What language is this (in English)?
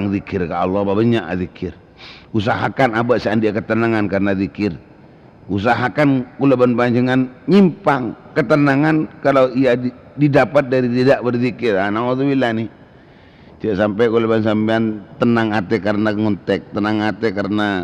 Madurese